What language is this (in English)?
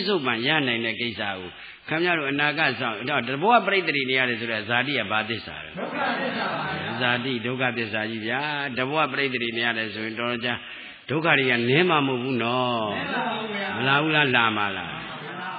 Burmese